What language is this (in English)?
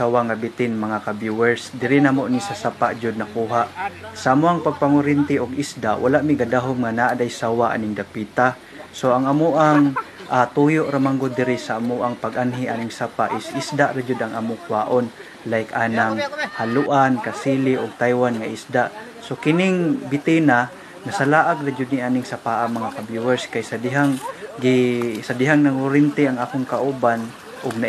Cebuano